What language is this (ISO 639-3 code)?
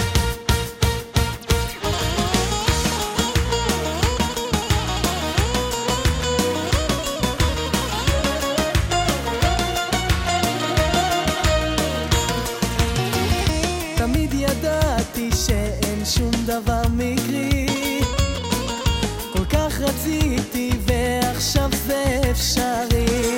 heb